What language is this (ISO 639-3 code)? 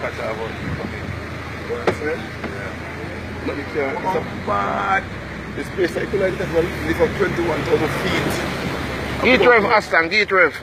jam